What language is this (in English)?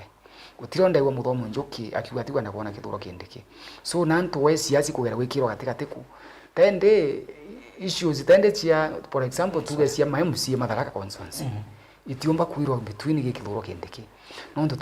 Meru